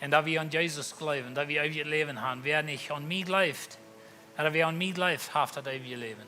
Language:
Plautdietsch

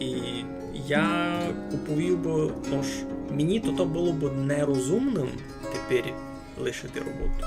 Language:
Rusyn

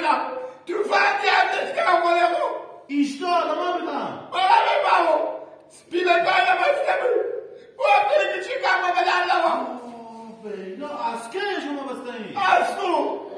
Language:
Hazaragi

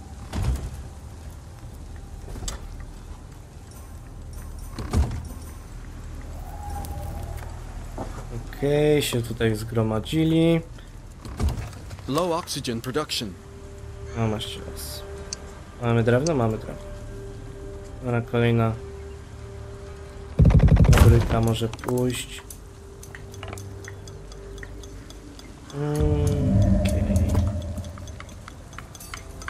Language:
Polish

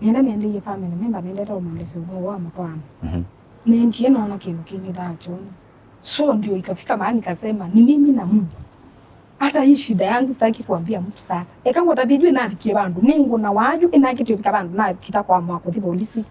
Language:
Kamba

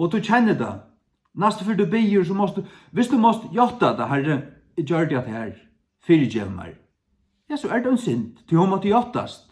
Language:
Faroese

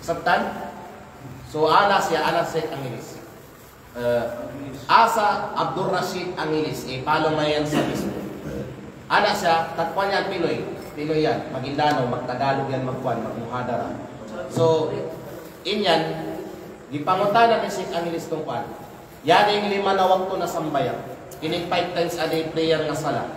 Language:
Kalagan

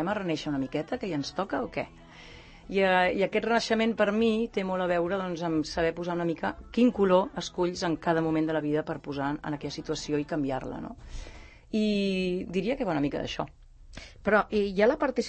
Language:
Catalan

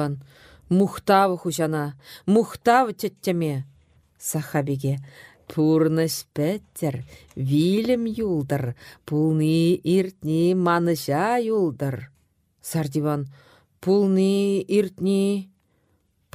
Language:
Chuvash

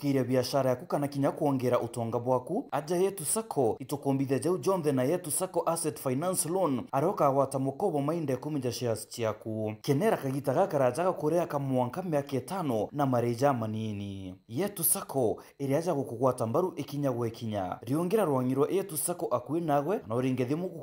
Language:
Meru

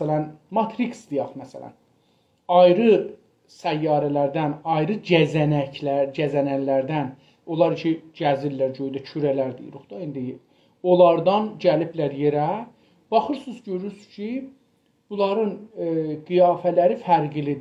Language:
South Azerbaijani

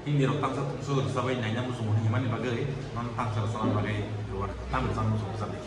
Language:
Kok Borok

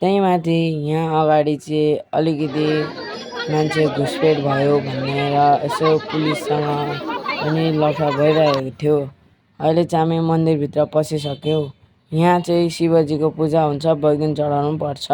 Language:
Nepali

